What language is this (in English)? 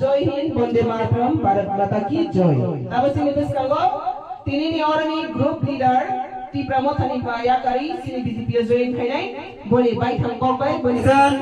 Kok Borok